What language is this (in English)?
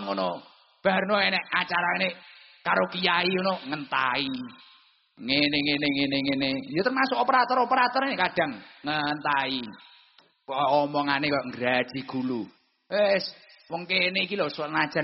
Javanese